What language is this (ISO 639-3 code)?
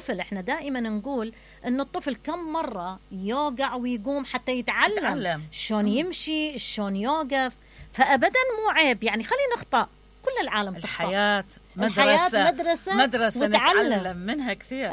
acm